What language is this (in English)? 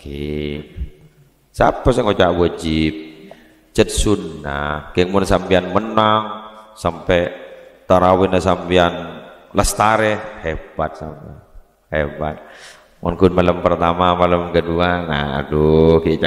Madurese